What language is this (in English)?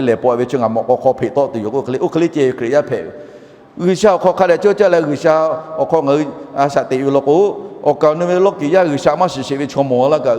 Lahu